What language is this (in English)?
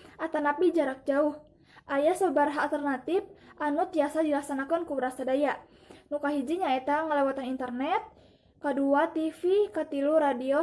Sundanese